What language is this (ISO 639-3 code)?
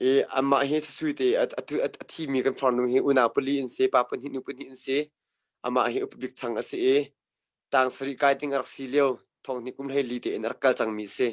cnh